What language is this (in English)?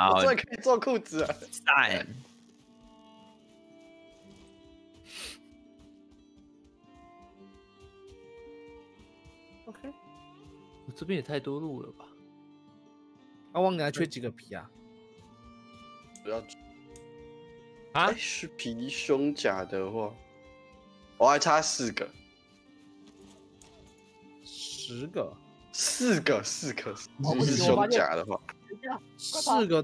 Chinese